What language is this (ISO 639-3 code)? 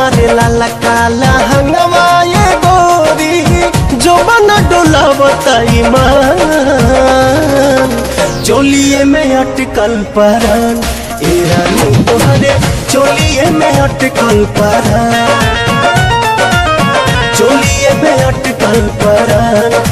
bho